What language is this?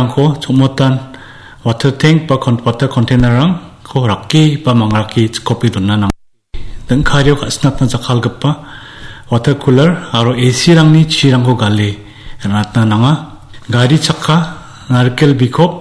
Garo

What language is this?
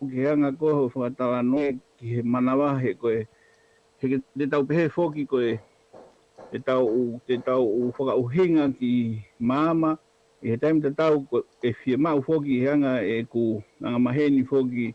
Tongan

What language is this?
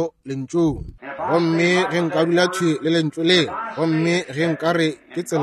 Northern Sotho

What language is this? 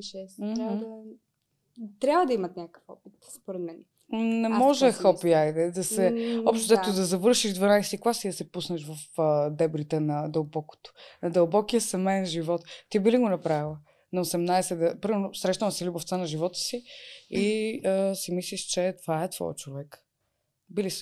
Bulgarian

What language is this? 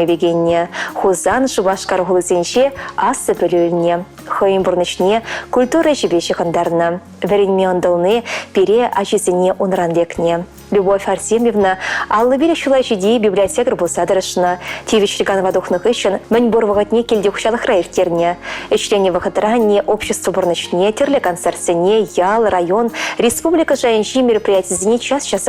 Chuvash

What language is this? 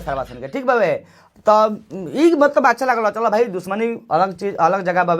Bhojpuri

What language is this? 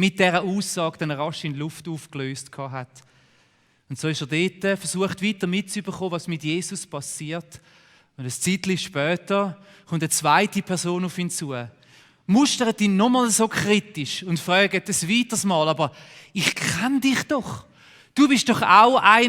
Swiss German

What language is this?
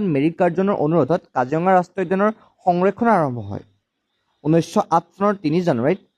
Assamese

